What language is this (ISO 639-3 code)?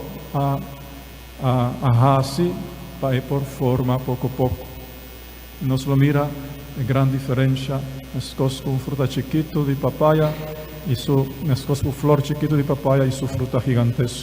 pap